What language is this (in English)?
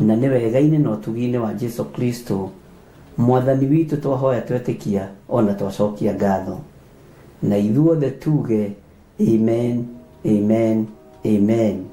Kikuyu